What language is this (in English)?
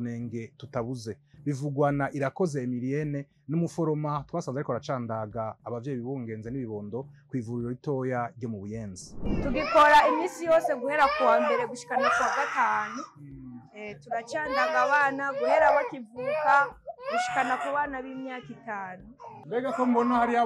Rundi